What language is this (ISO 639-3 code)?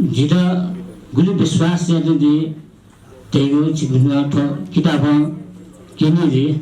new